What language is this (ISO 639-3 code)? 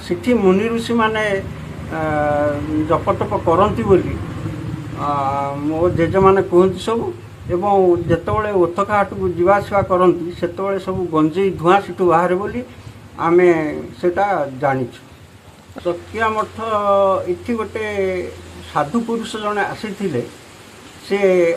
ori